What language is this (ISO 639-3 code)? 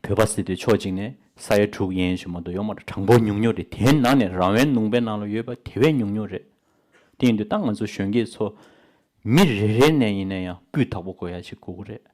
bod